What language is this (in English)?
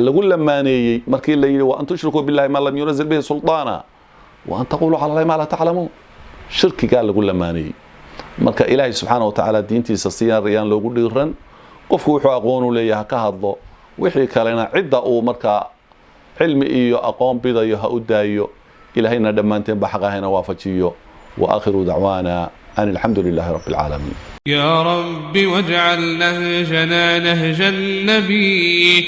Somali